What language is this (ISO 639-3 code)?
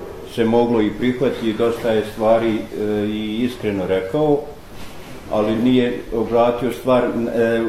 bos